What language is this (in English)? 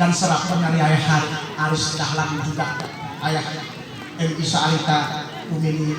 Gayo